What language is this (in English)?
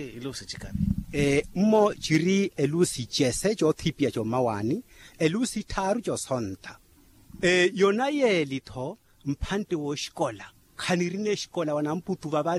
Makhuwa